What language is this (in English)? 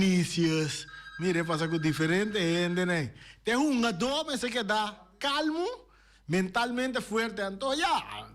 Papiamento